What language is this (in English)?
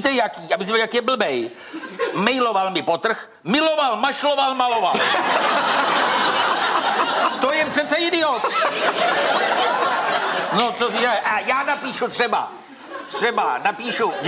Czech